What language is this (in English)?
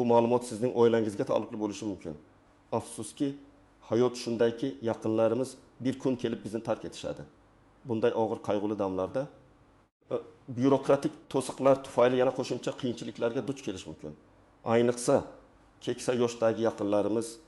Uzbek